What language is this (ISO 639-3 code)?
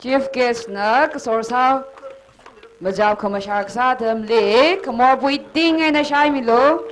nmf